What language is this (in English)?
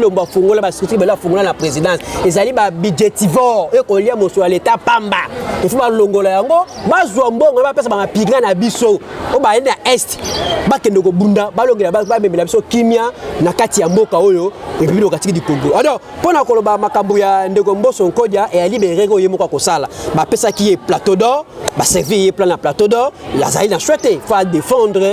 Lingala